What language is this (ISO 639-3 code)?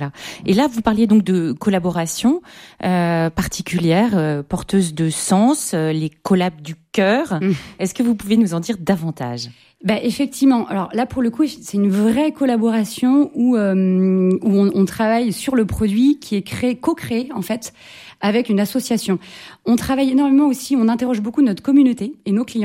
fra